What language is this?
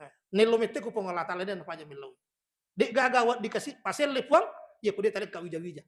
Buginese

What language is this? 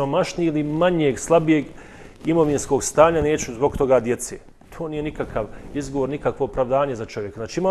Bosnian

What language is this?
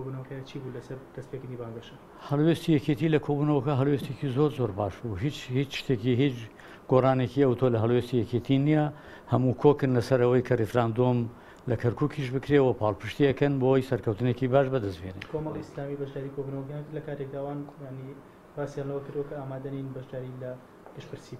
Central Kurdish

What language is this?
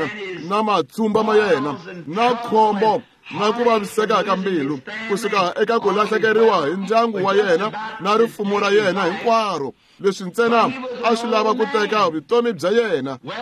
Tsonga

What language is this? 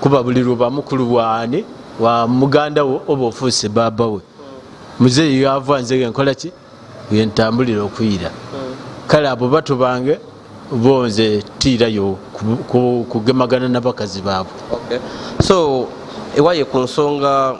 Ganda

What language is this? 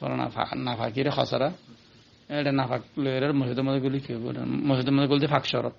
Rohingya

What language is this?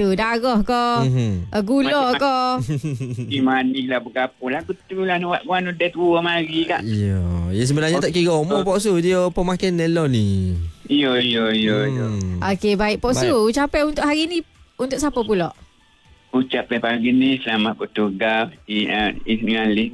Malay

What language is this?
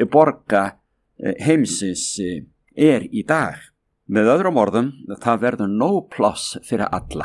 Icelandic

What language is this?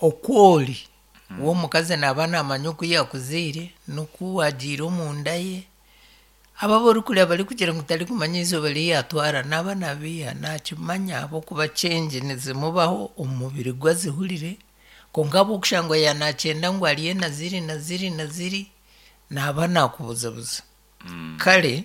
Nyankole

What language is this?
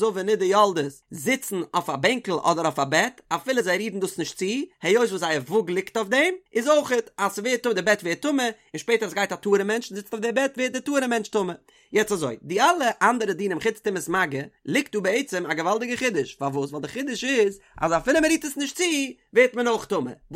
Yiddish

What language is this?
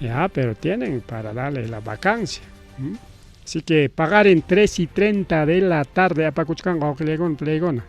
Ayacucho Quechua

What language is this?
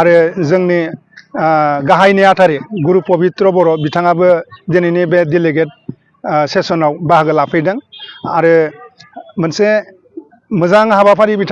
Bodo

